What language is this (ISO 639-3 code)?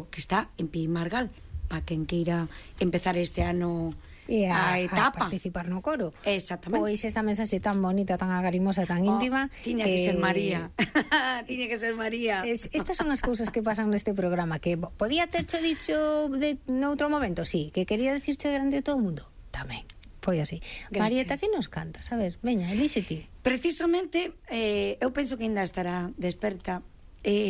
glg